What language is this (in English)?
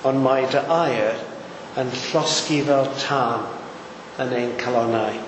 Welsh